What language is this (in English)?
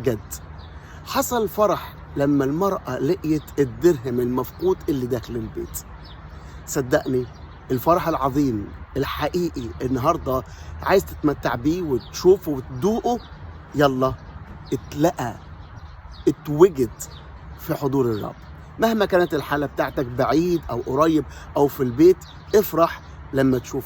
Egyptian Arabic